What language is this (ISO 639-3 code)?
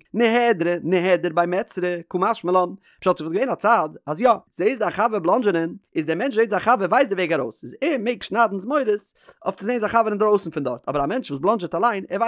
yid